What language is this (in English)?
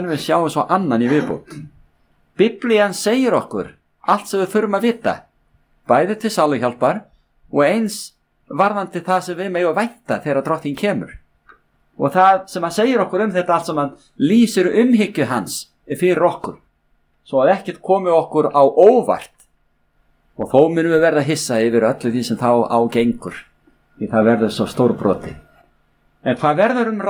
Icelandic